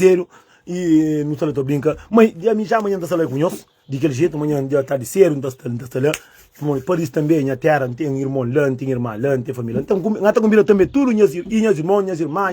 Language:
Kabuverdianu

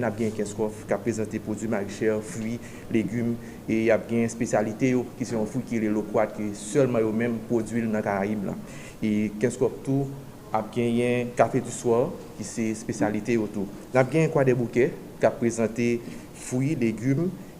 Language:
Haitian Creole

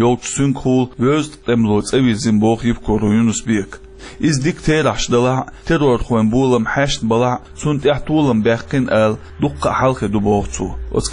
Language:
Chechen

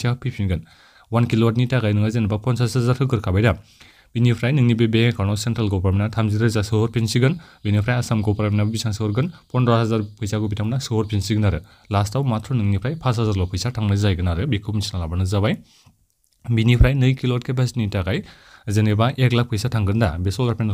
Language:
Bodo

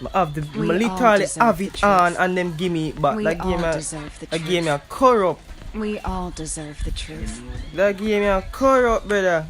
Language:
Jamaican Creole English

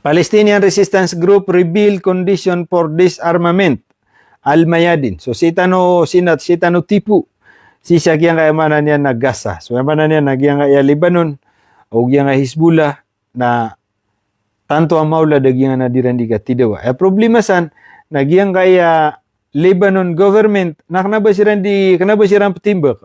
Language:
Maranao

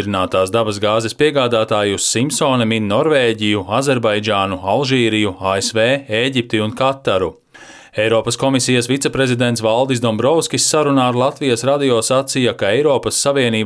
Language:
Latvian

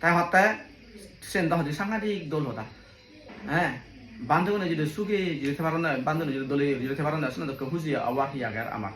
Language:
Chakma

